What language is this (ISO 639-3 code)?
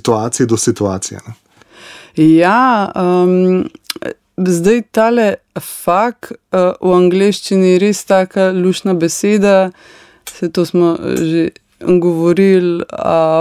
slv